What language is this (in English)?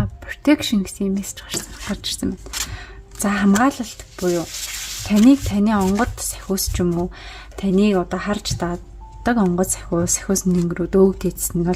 Mongolian